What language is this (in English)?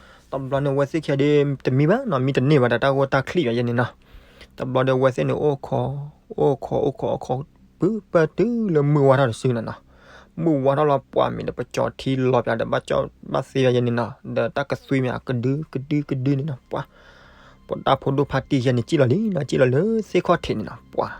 S'gaw Karen